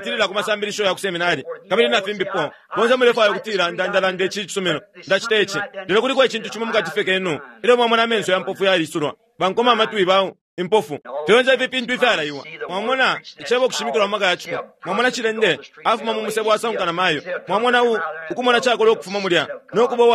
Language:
Bemba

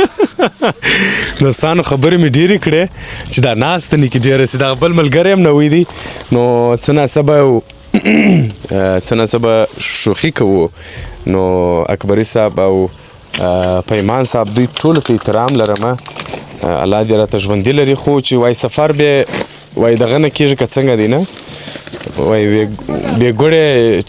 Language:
Pashto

